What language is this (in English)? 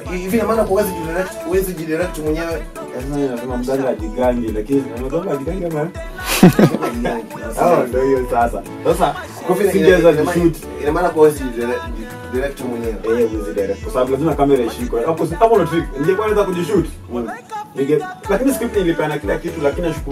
Swahili